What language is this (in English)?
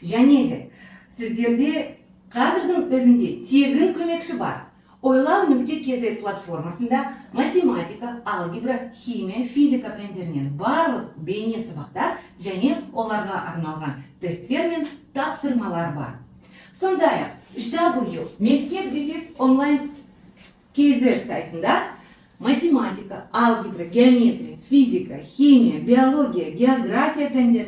Kazakh